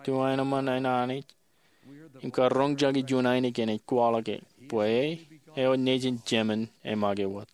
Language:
Marshallese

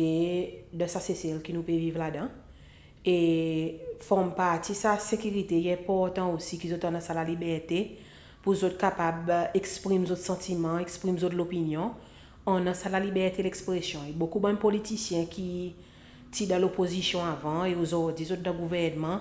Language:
Seselwa Creole French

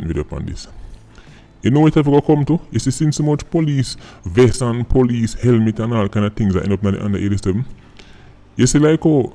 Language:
Jamaican Creole English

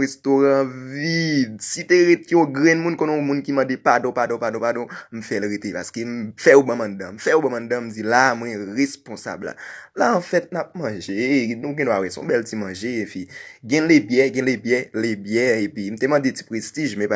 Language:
Haitian Creole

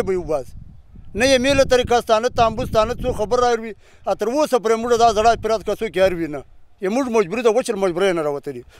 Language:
Pashto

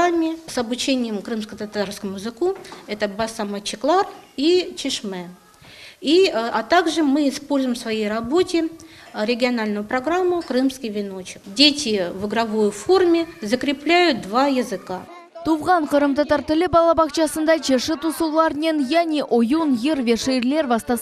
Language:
Crimean Tatar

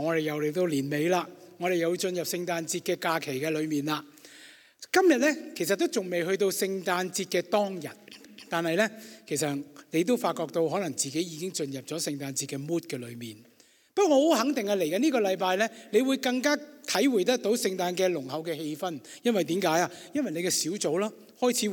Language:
Cantonese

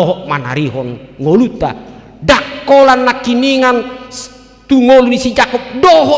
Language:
Batak Toba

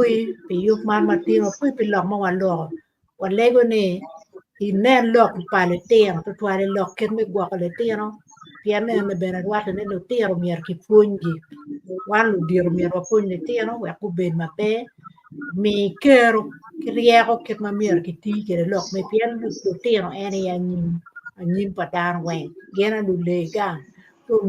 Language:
Acoli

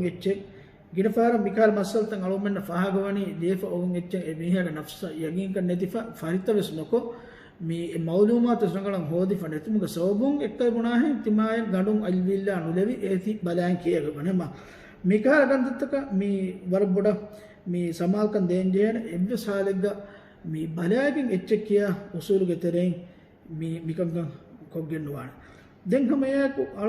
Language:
Divehi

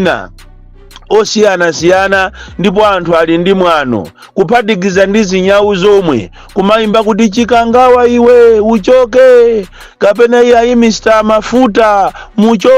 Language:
Nyanja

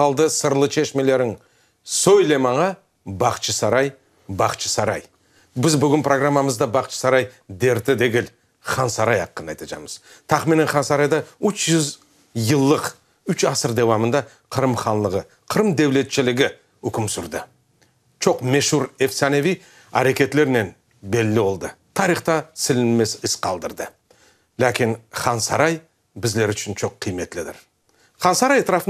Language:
Crimean Tatar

